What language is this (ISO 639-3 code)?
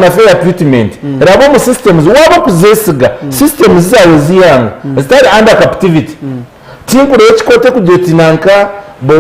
nyn